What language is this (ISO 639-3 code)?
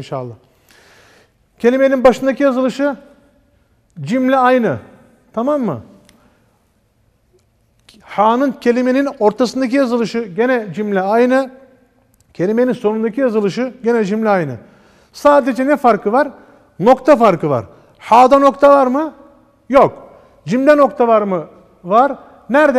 tur